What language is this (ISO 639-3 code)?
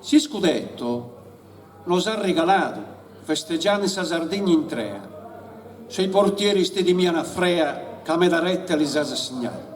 srd